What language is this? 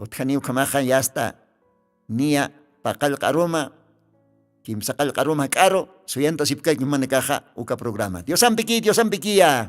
Aymara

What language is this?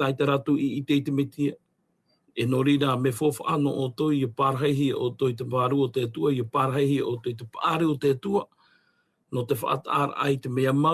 Tahitian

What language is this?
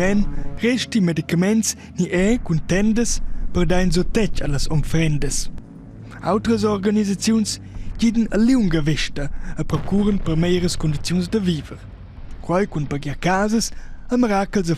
Romansh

